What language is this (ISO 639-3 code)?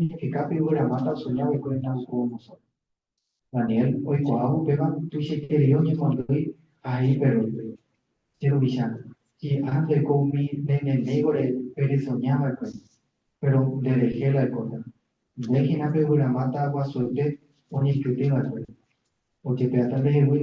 grn